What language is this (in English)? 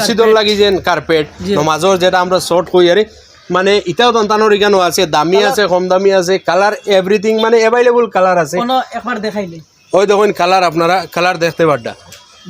Sylheti